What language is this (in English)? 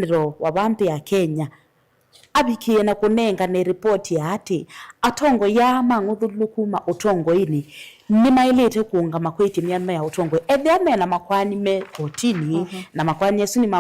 Kamba